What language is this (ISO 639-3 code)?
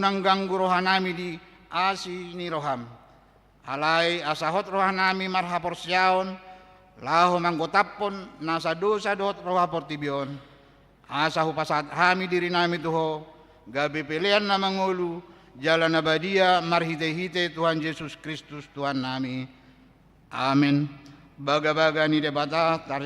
bbc